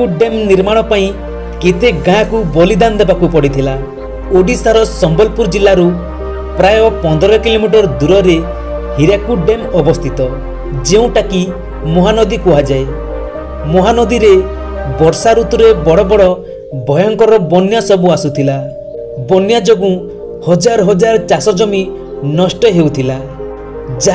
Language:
Odia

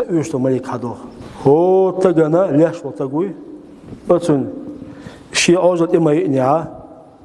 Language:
Chechen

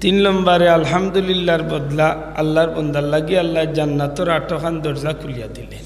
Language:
Sylheti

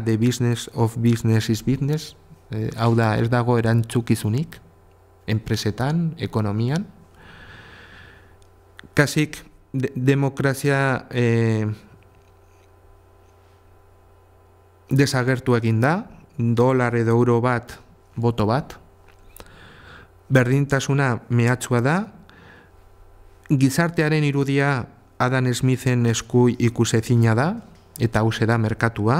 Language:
Basque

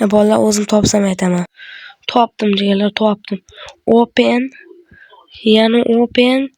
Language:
Uzbek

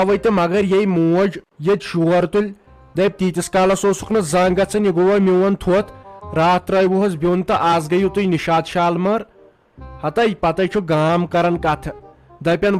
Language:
Kashmiri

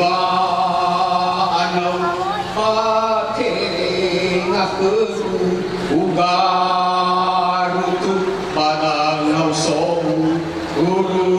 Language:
Nias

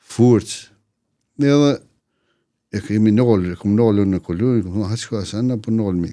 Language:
Albanian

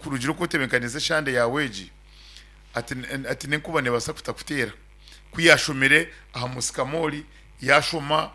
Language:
Nyankole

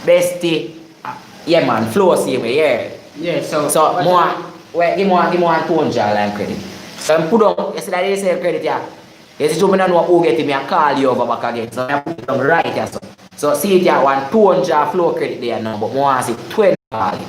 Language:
Jamaican Creole English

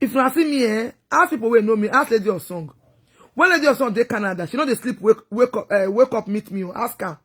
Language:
Nigerian Pidgin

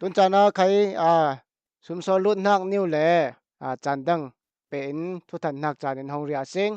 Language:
Falam Chin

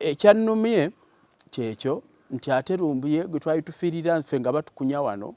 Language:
Ganda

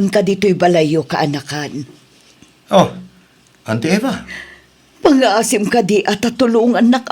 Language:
Iloko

